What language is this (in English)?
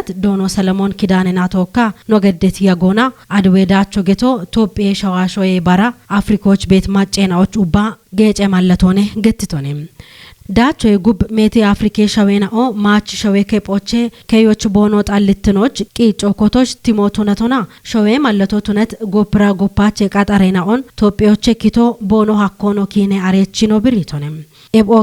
Kafa